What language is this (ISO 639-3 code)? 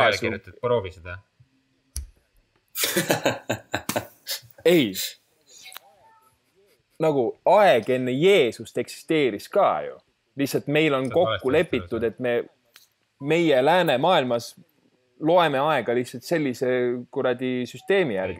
est